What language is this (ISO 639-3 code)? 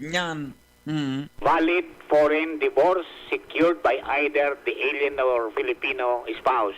bik